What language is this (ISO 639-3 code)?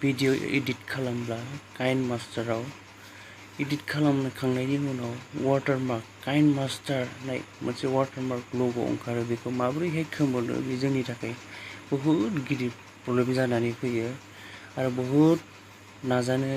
brx